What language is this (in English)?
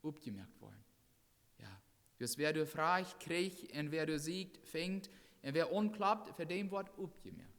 Plautdietsch